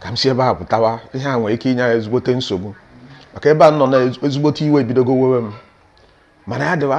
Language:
Igbo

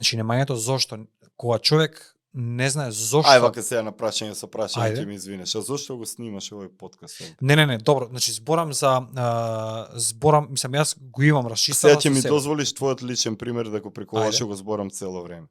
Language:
Macedonian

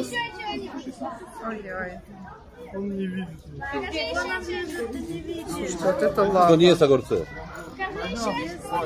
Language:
Russian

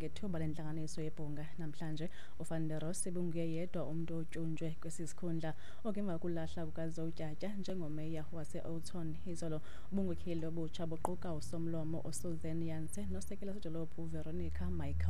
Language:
Xhosa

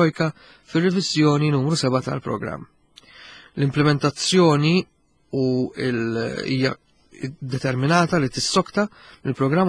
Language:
Maltese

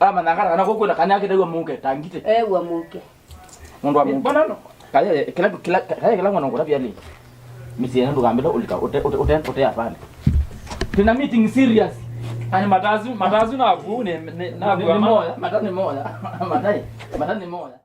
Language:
Kamba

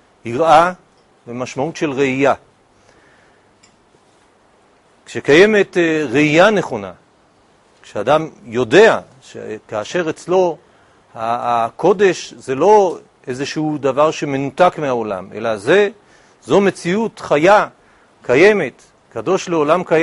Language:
Hebrew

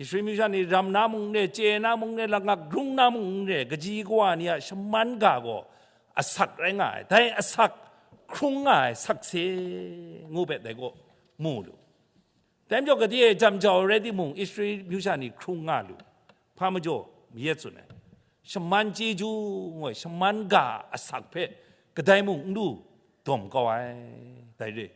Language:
Kachin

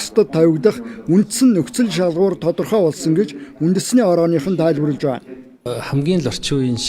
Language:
Mongolian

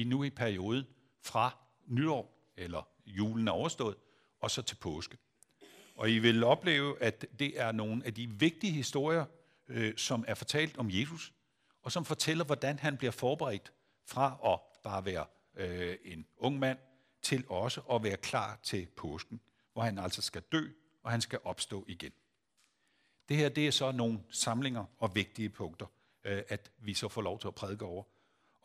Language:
Danish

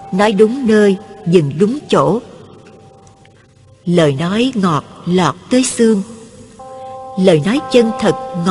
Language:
Vietnamese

